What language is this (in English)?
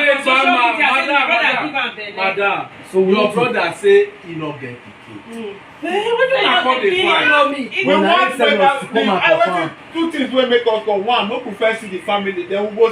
Nigerian Pidgin